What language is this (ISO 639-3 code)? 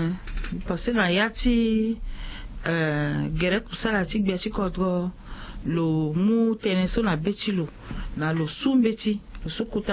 sag